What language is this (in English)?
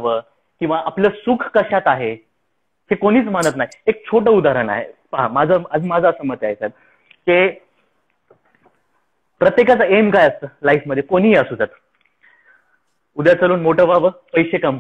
Marathi